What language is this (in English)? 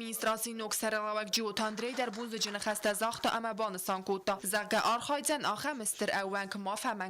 Ossetic